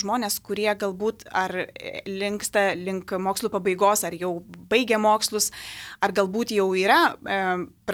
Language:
Lithuanian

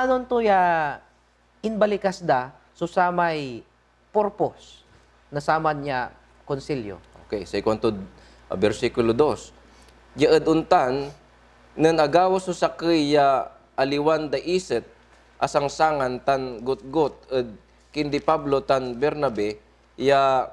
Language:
Pangasinan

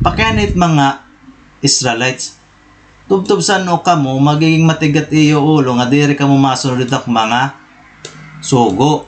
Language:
Waray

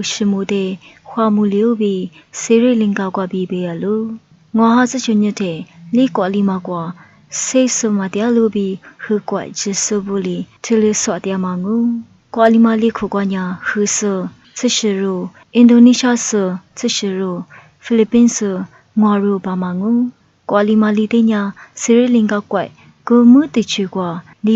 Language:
Lisu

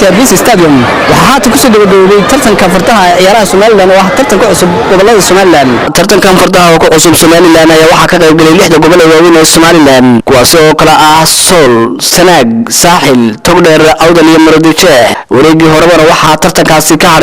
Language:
Somali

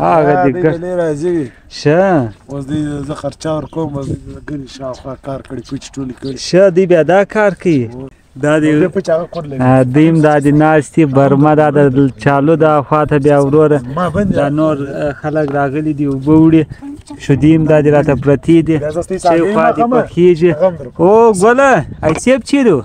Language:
Pashto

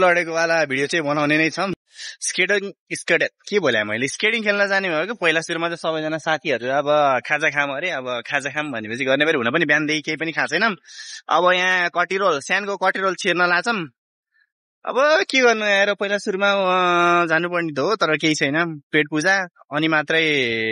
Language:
Nepali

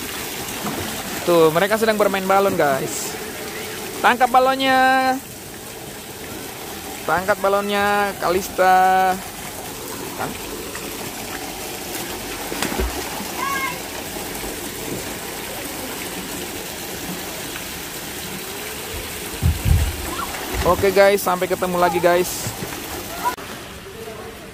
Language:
Indonesian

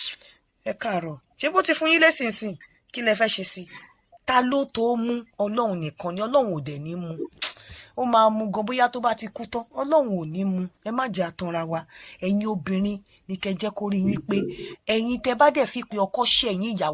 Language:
Yoruba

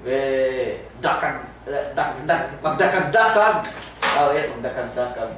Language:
Yakan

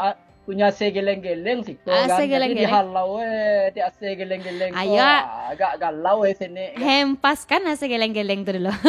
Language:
Minangkabau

